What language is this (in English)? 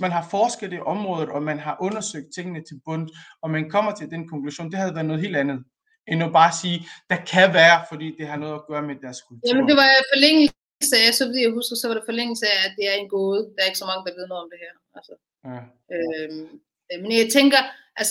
Danish